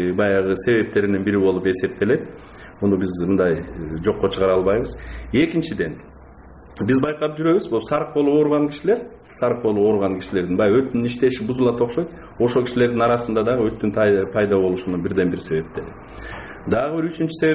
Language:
Kyrgyz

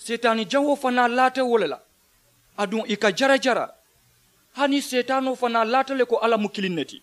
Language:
Mandingo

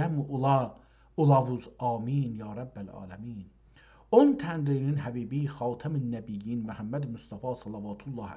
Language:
South Azerbaijani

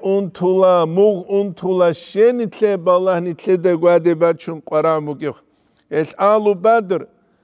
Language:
Avaric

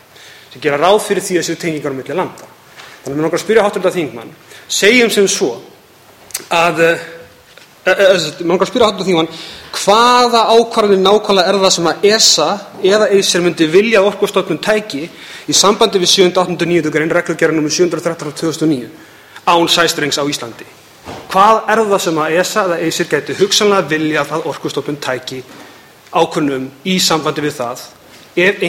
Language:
Icelandic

